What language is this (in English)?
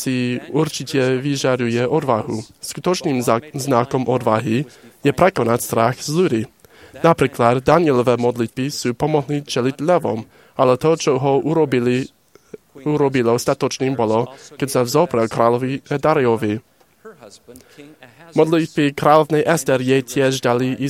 Slovak